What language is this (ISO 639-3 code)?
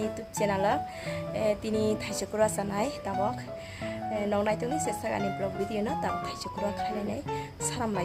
trp